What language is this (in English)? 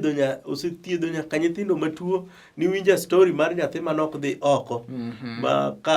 Luo (Kenya and Tanzania)